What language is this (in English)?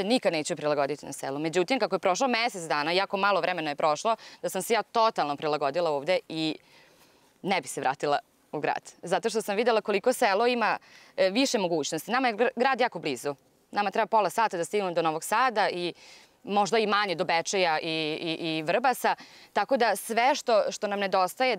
Serbian